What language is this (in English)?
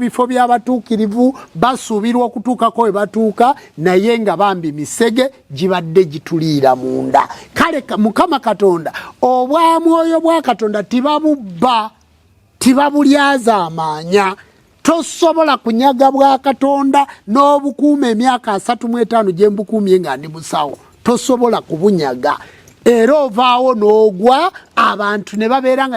Ganda